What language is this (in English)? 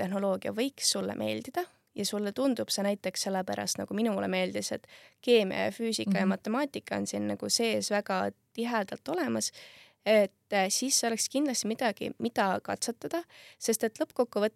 Estonian